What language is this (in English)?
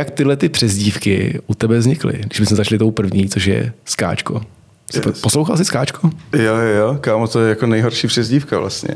Czech